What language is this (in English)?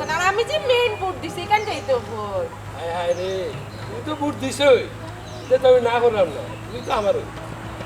Sylheti